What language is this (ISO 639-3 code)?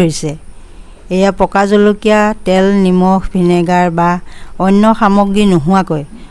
asm